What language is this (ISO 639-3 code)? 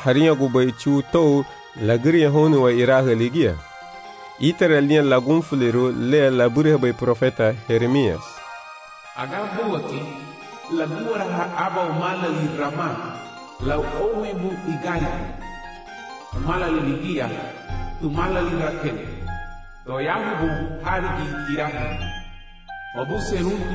cab